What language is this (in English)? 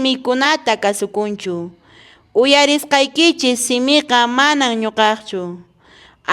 Quechua